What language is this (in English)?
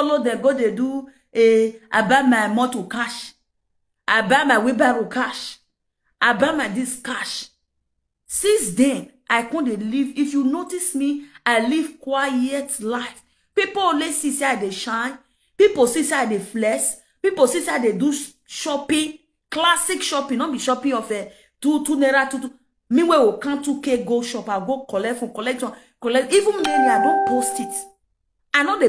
Nigerian Pidgin